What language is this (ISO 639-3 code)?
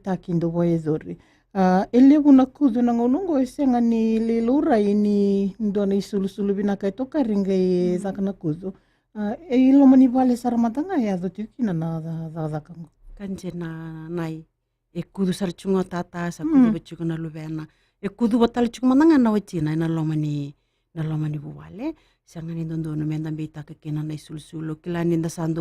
fij